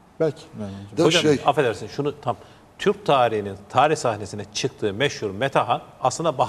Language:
Turkish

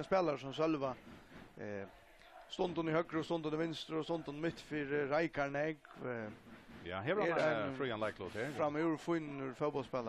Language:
Faroese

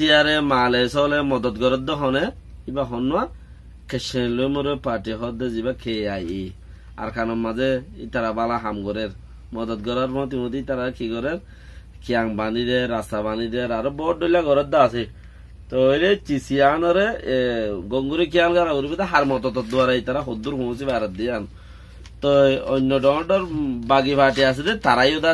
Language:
Rohingya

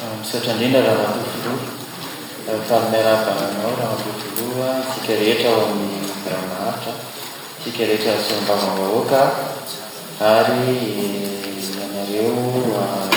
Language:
Malagasy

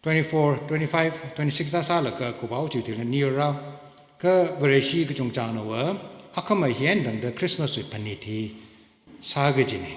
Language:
Tangkhul Naga (India)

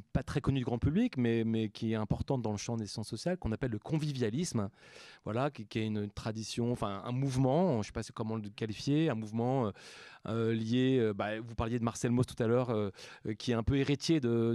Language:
French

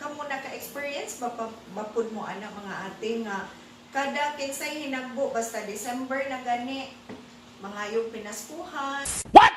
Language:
Cebuano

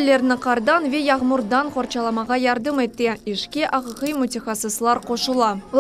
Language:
Crimean Tatar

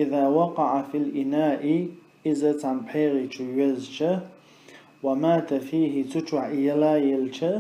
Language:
Chechen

